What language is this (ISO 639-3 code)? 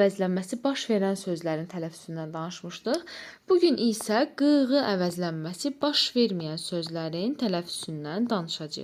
aze